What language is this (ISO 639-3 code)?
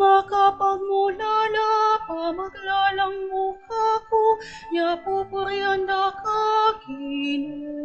pam